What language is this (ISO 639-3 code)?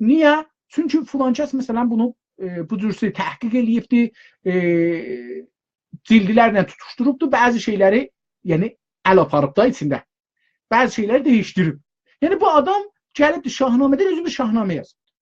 azb